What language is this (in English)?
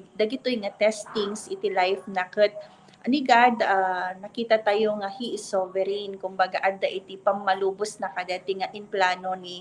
Iloko